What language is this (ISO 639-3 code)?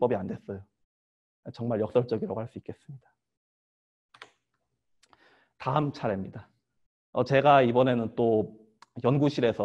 kor